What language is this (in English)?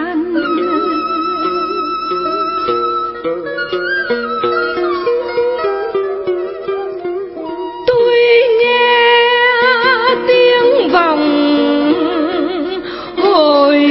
Vietnamese